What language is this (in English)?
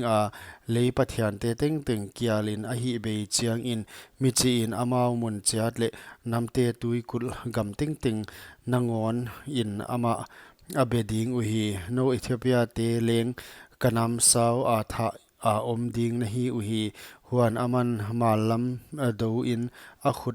Paite Chin